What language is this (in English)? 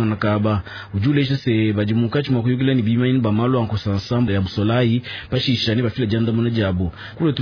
Luba-Lulua